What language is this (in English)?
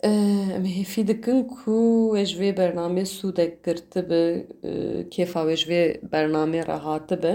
Kurdish